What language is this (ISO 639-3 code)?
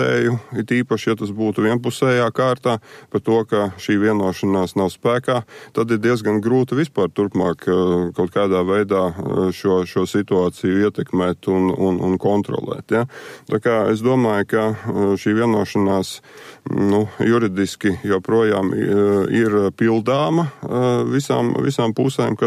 lav